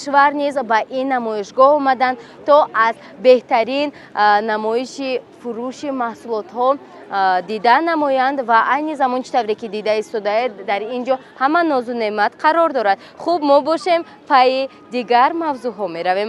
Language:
Tajik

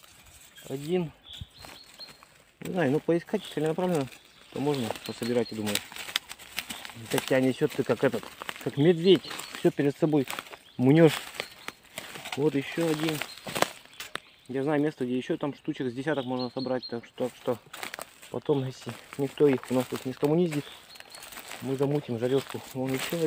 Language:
Russian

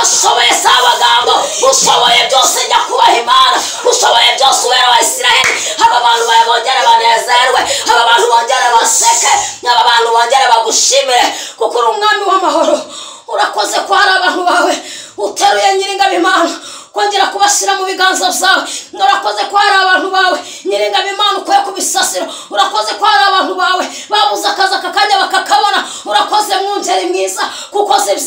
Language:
Kinyarwanda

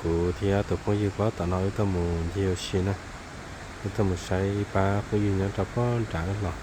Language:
Hmong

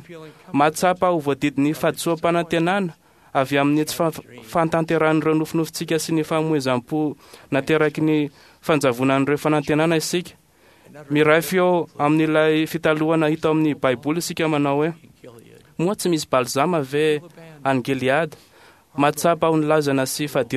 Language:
Malagasy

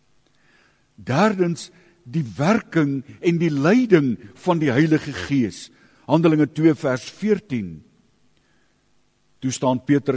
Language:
Afrikaans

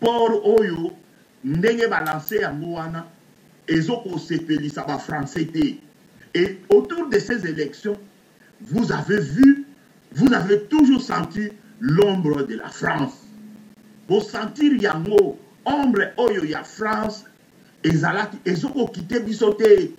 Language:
Lingala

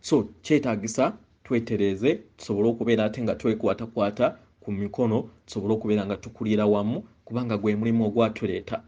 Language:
Ganda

